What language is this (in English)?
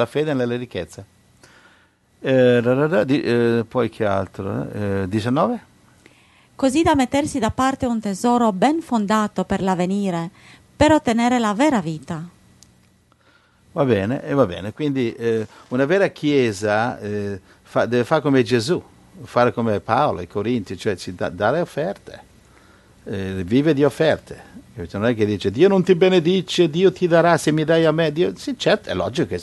Italian